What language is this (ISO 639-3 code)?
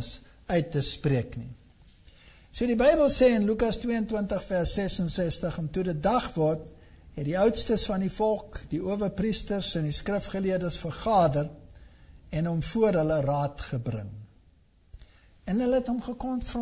afr